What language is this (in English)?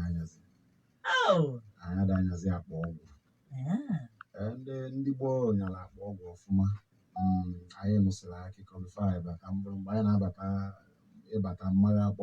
Igbo